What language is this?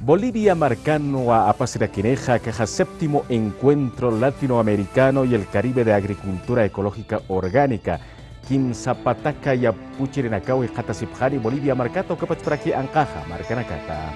Aymara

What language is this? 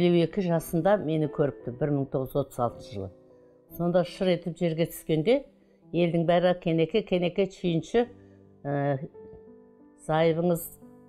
Kazakh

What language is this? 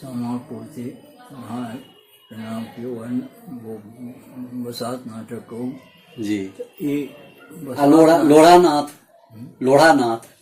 Maithili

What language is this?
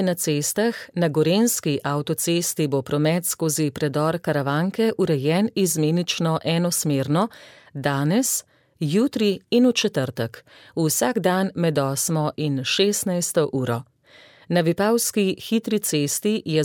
Slovenian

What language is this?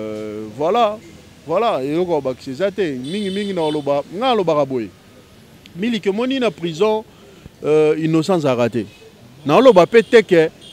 Lingala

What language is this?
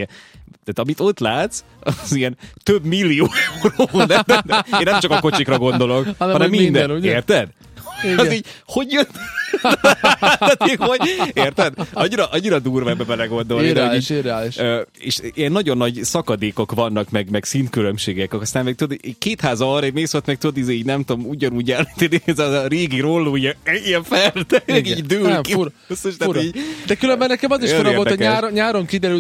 Hungarian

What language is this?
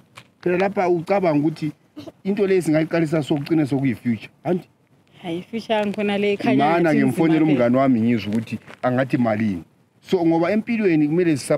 Zulu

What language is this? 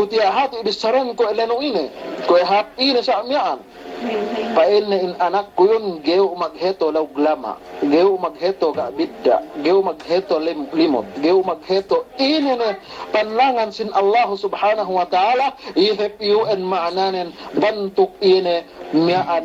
Yakan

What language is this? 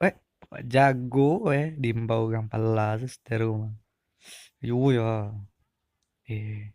Minangkabau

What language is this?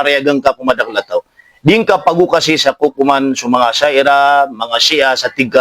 Maranao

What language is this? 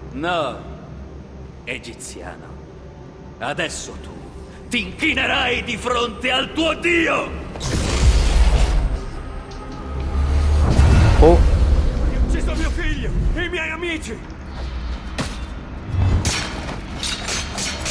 Italian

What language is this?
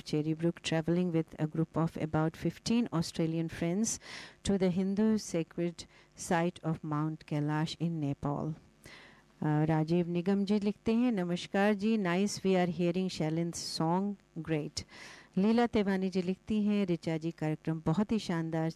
Hindi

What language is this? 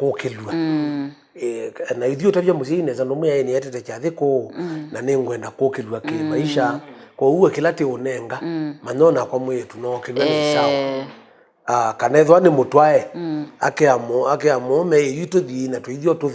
Kamba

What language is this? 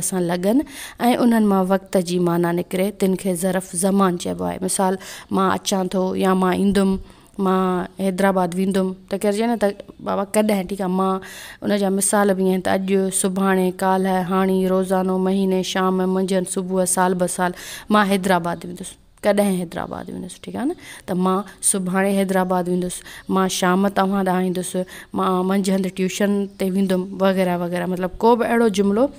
Sindhi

